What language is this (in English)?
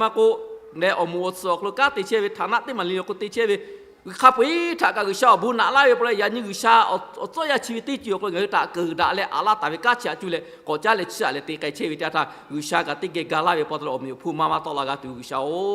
Lahu